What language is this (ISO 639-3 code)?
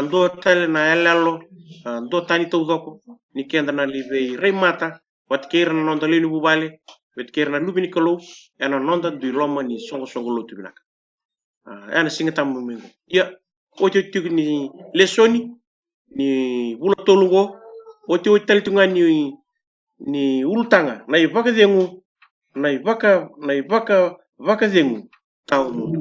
fij